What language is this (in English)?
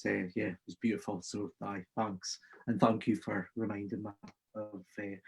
Scots